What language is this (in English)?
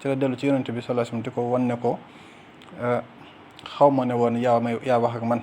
Wolof